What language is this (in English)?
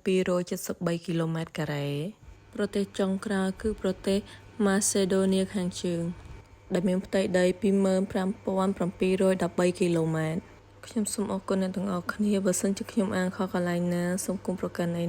Khmer